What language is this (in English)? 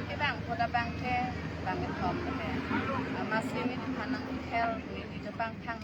Karbi